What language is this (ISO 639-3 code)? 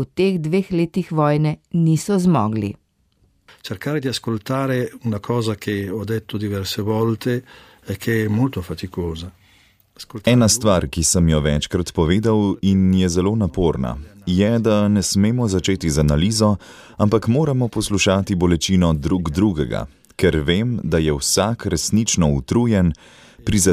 slv